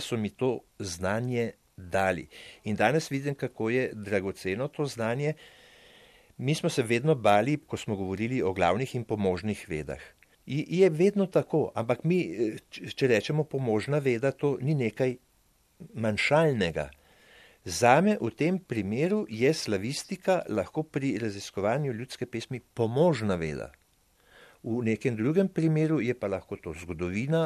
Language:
Slovenian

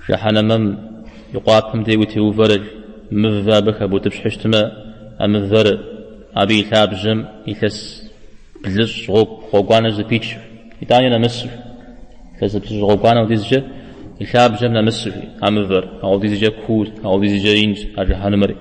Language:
Kabardian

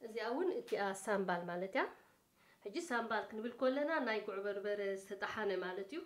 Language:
Tigrinya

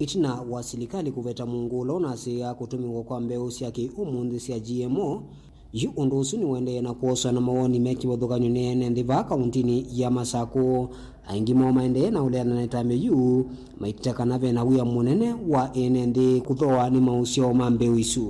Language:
Kamba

